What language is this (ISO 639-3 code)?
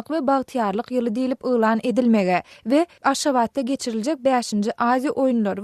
tuk